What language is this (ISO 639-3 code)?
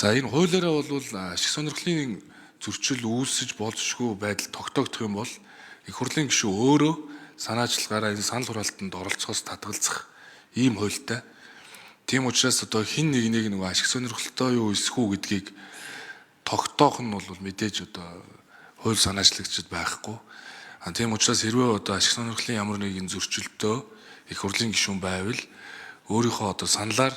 mon